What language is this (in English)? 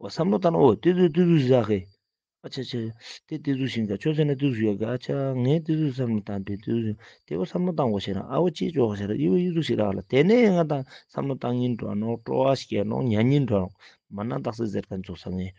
Ladakhi